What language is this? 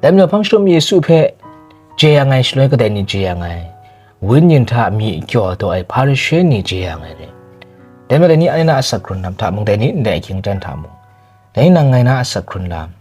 Kachin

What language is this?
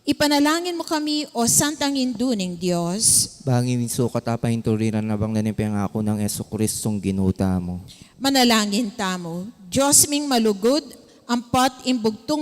Pampanga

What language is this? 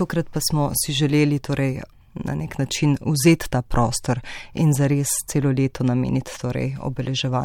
Slovenian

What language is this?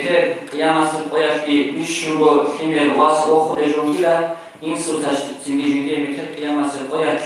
Avaric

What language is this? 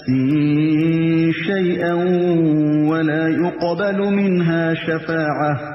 Urdu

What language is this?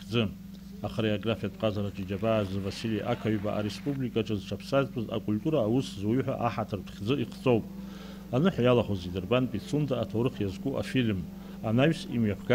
Abkhazian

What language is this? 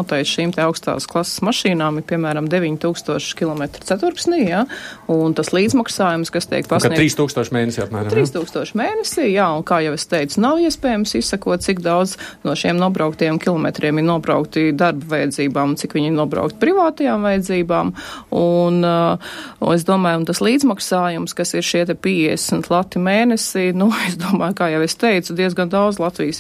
Latvian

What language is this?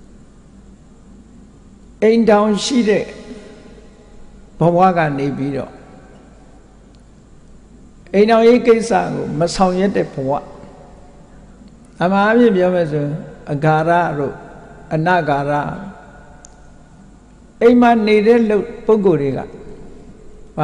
Burmese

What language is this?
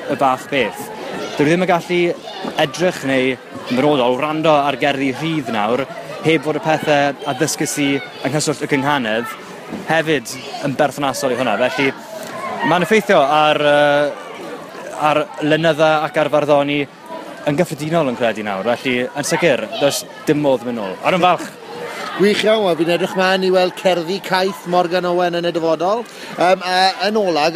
Welsh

